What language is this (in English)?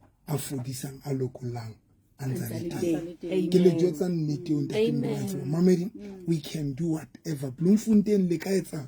Southern Sotho